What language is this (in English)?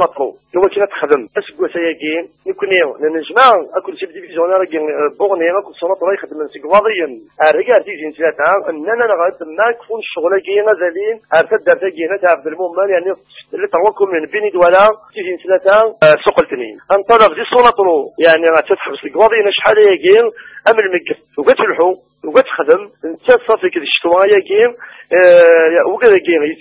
Kabyle